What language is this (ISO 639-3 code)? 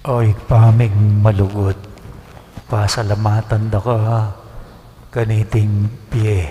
pam